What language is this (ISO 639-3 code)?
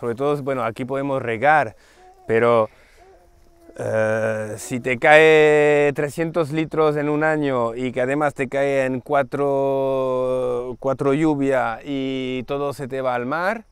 spa